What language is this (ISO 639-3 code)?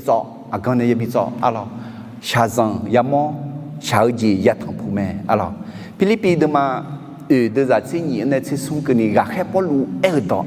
ahk